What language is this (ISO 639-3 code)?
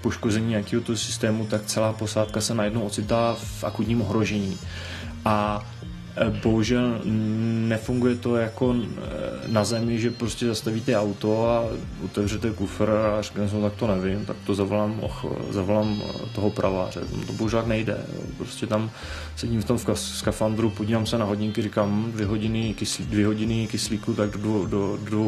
ces